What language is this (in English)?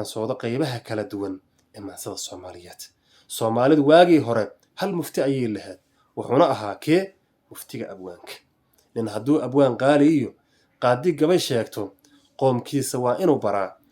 Somali